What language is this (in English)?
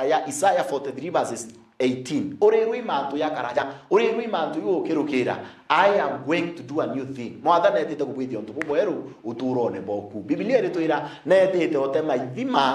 Meru